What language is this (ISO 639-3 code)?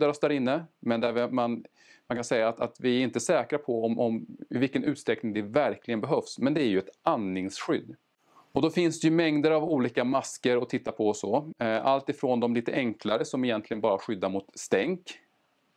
swe